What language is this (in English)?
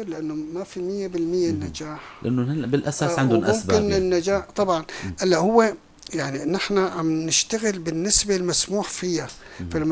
North Levantine Arabic